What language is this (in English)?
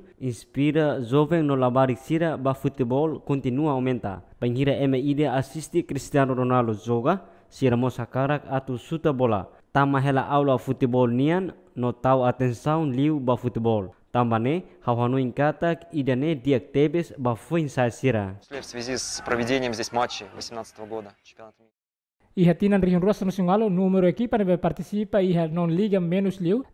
Tetum